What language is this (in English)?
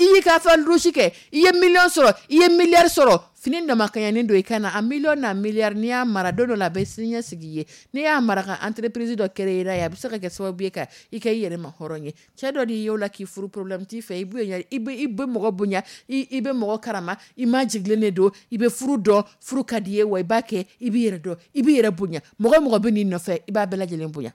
Dyula